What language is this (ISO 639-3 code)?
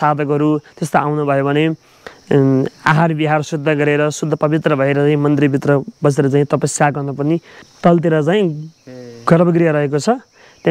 nep